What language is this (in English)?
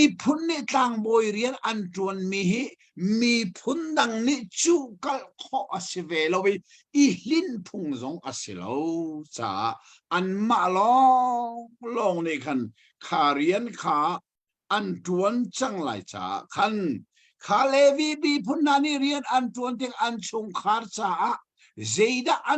Hakha Chin